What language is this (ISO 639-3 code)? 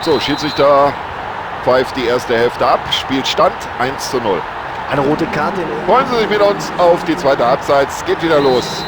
bar